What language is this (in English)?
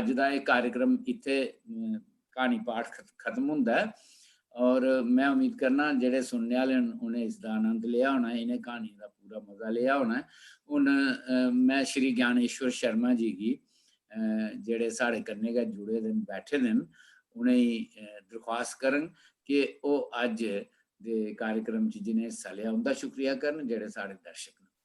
Dogri